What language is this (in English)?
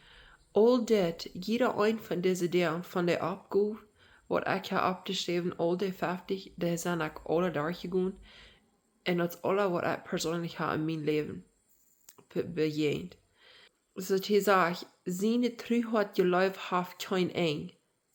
Plautdietsch